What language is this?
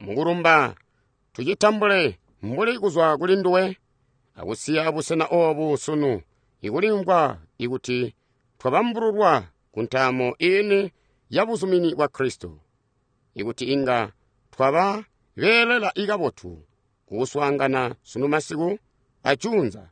Tonga (Zambia)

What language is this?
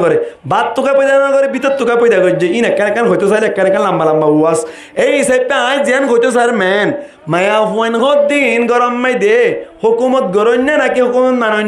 Rohingya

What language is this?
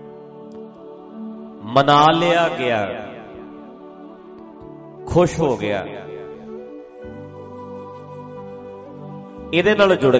Punjabi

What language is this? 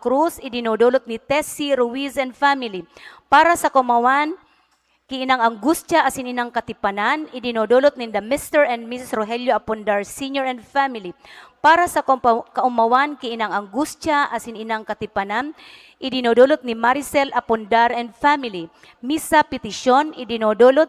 Bikol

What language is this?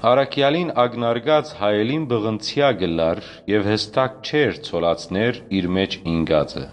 Western Armenian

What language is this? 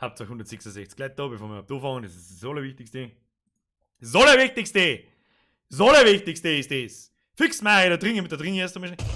Bavarian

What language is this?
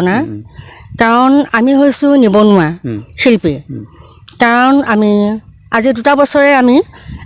Assamese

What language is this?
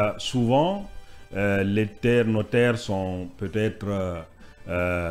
French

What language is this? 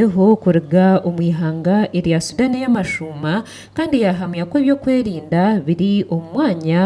Nyankole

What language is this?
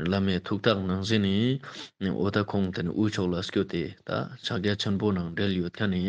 Ladakhi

